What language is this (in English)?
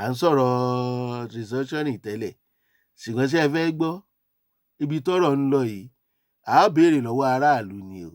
Yoruba